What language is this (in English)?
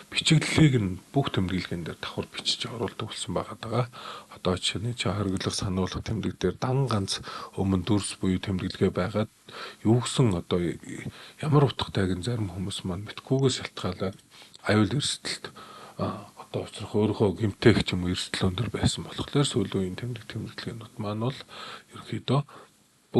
Mongolian